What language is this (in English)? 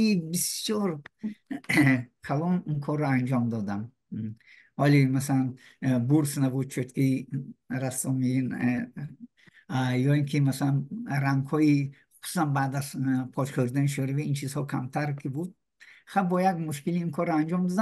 Tajik